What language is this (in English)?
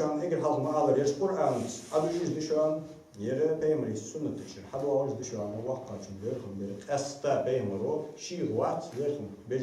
Ingush